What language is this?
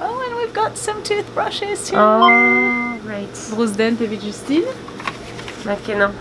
Breton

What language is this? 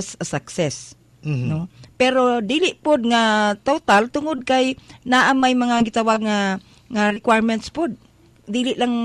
Cebuano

